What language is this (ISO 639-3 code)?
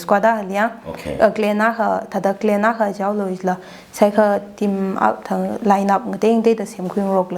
nmf